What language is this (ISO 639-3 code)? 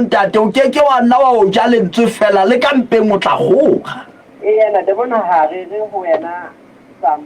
sot